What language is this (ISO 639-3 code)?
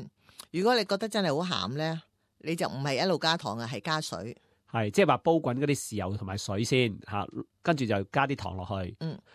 yue